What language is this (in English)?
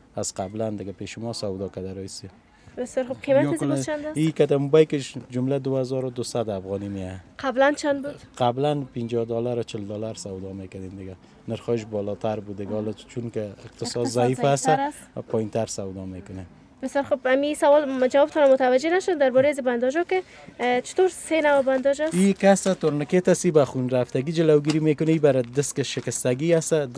Persian